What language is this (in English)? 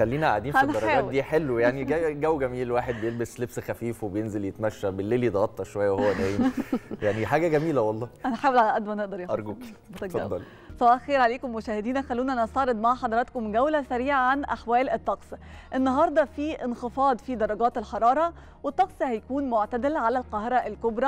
Egyptian Arabic